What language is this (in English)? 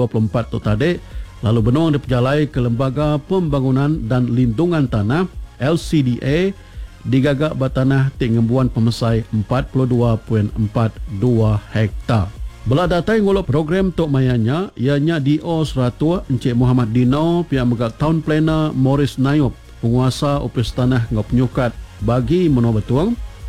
Iban